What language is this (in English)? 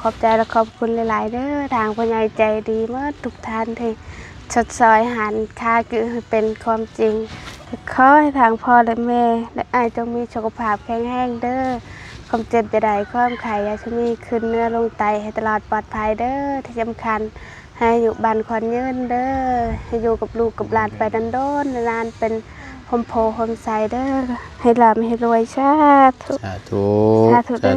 Lao